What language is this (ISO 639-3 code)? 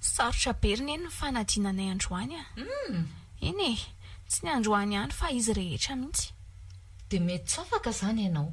mlg